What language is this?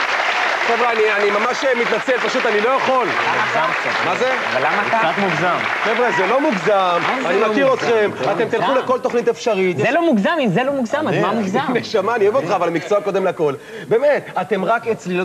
Hebrew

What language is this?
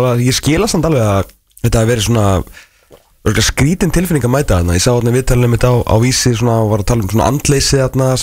Icelandic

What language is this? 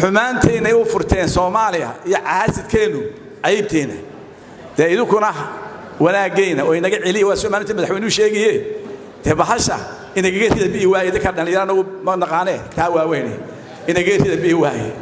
Somali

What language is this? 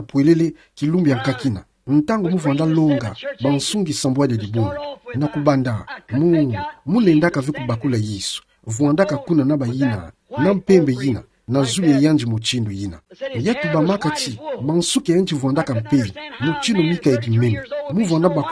Kituba (Democratic Republic of Congo)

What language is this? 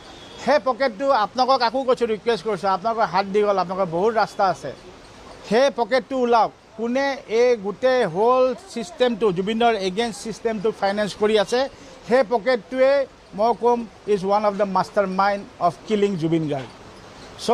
Assamese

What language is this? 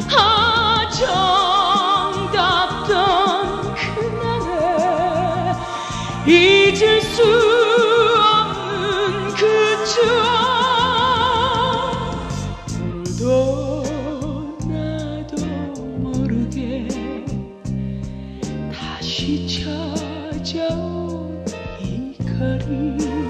Korean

